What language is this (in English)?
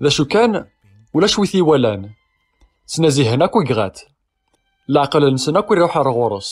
Kabyle